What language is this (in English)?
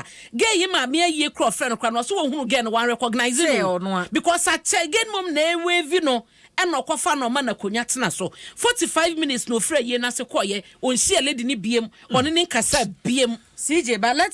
Akan